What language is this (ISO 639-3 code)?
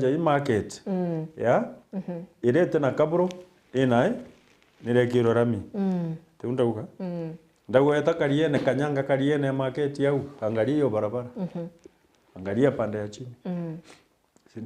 mer